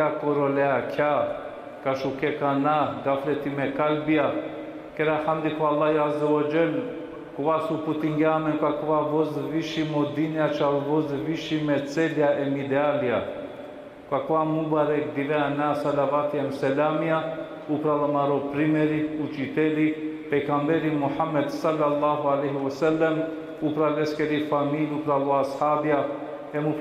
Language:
Balkan Romani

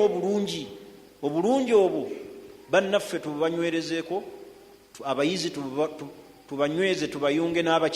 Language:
Ganda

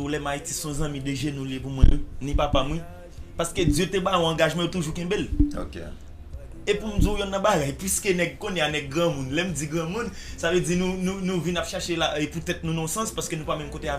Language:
Haitian Creole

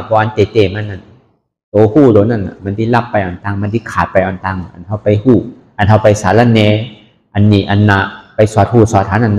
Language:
Shan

